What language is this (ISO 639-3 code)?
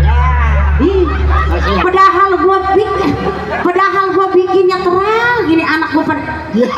bew